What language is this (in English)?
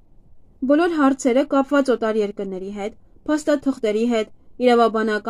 Armenian